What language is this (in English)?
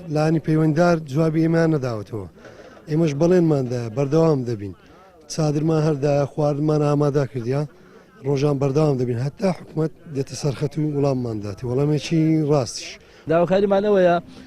Central Kurdish